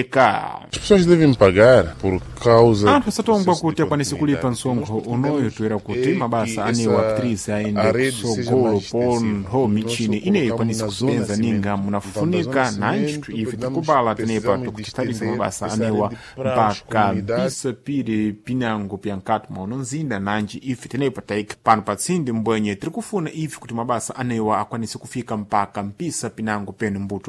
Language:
Sena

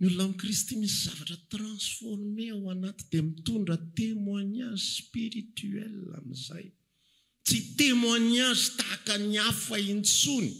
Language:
Malagasy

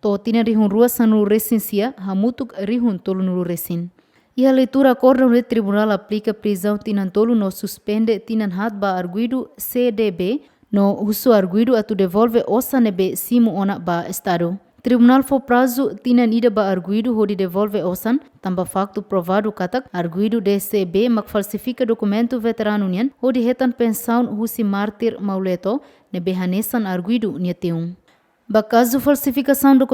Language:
Tetum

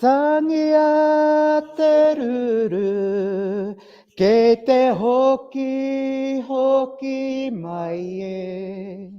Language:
Māori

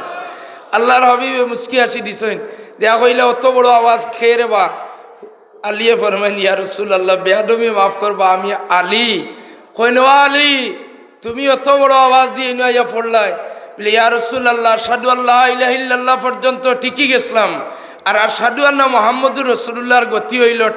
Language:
Sylheti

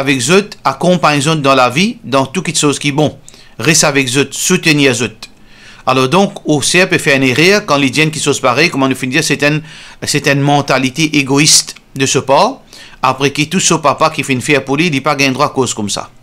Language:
Morisyen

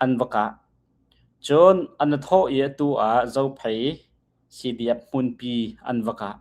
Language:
Hakha Chin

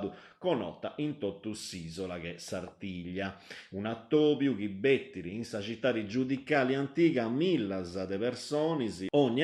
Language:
Sardinian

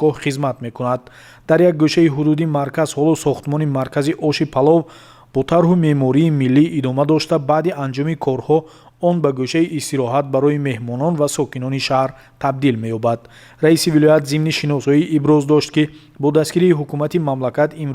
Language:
Tajik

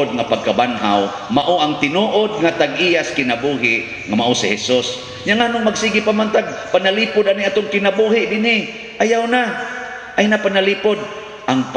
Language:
Cebuano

